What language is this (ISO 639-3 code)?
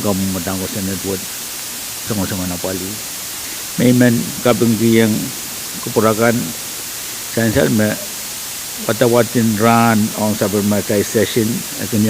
pon